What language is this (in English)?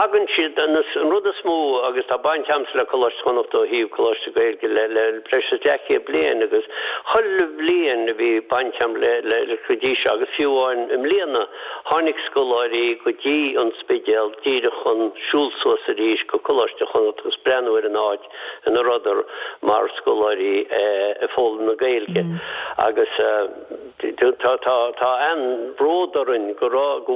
Irish